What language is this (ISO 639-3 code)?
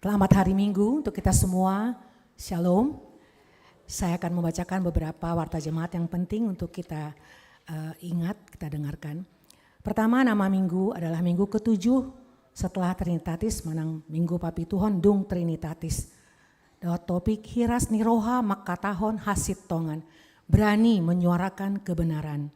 bbc